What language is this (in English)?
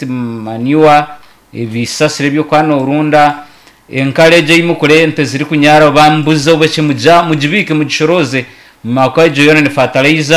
Nyankole